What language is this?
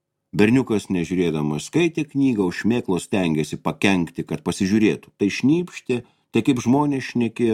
Lithuanian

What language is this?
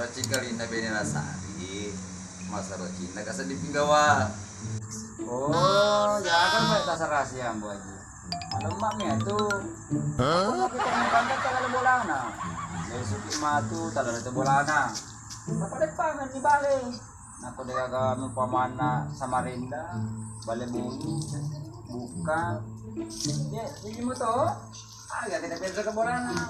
Buginese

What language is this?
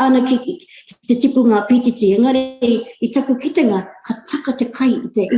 Māori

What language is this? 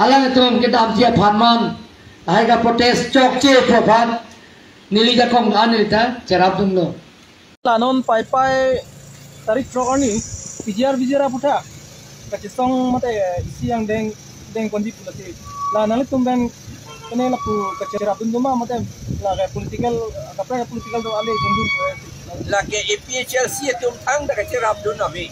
Karbi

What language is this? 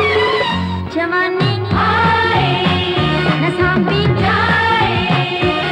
Hindi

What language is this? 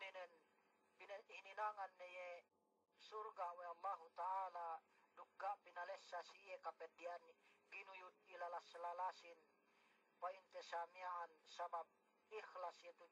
Yakan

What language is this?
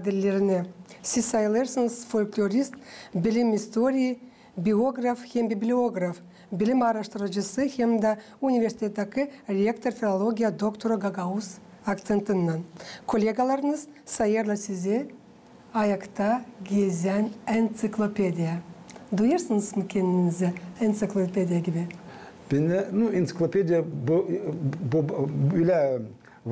Gagauz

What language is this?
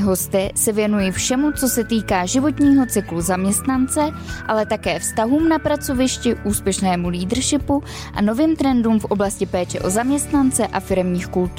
Czech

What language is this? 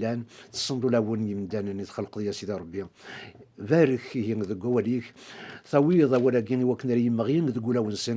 Kabyle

